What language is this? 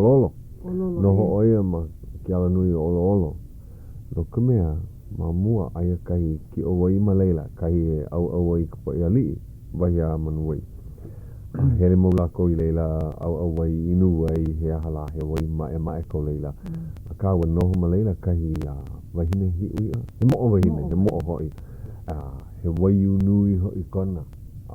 Hawaiian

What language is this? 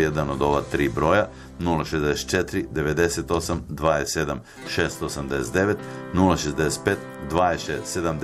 Serbian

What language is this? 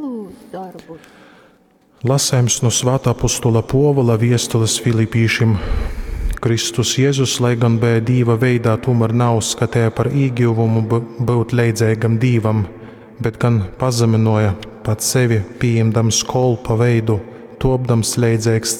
Latgalian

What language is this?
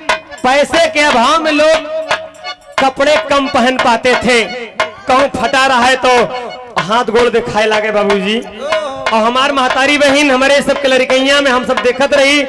Bhojpuri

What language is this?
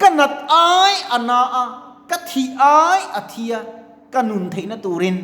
Mizo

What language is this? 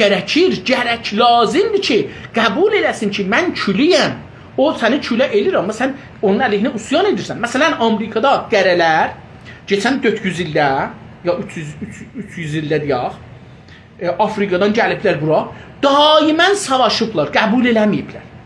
South Azerbaijani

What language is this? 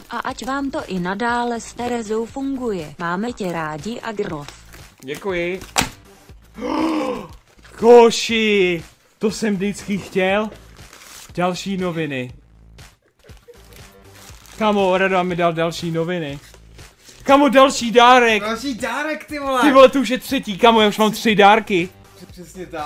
Czech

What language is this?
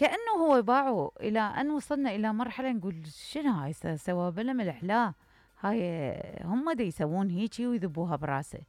Mesopotamian Arabic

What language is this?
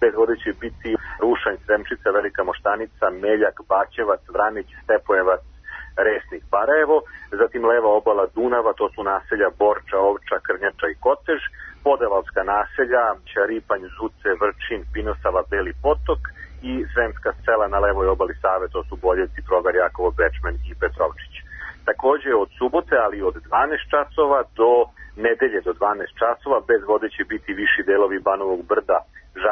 Serbian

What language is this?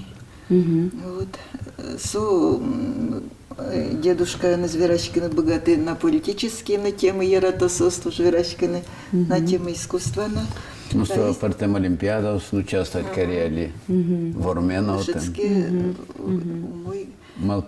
Udmurt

